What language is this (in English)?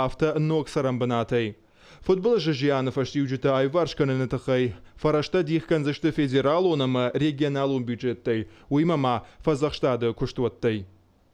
Ossetic